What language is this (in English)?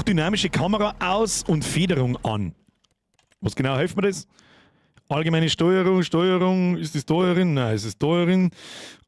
Bavarian